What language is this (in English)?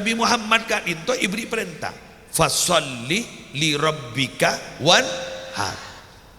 Madurese